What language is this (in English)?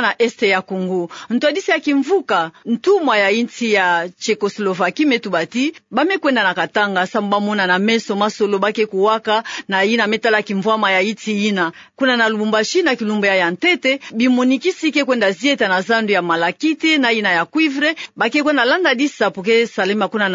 Kituba (Democratic Republic of Congo)